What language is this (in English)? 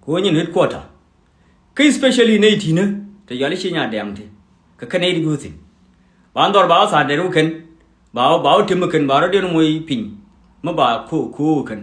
Nuer